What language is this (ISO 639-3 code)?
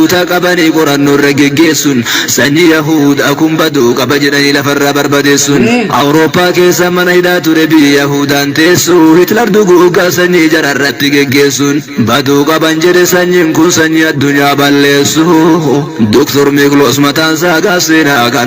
orm